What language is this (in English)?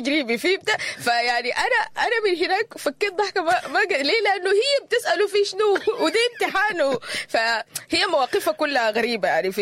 Sudanese Arabic